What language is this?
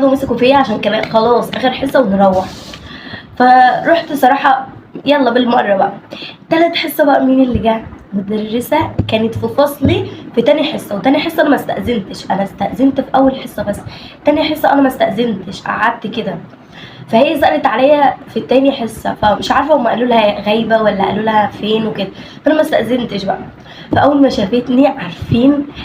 Egyptian Arabic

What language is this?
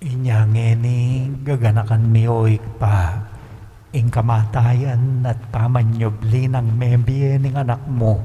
Pampanga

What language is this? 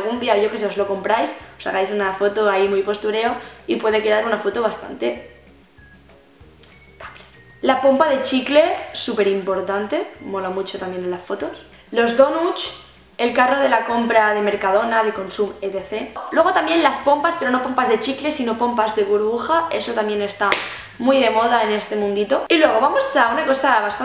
Spanish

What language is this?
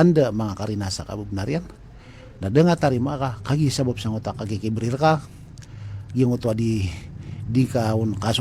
Maranao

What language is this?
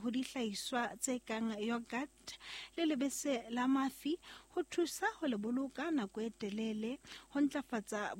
Southern Sotho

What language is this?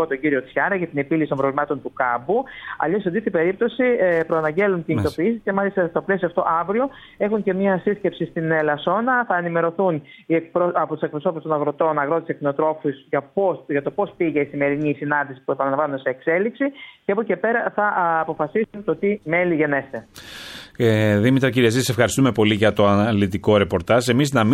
Greek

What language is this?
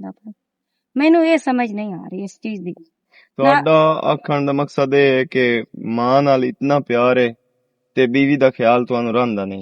Western Panjabi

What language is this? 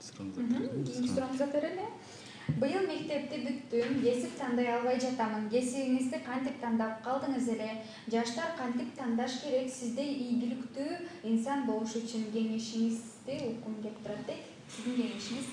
Kyrgyz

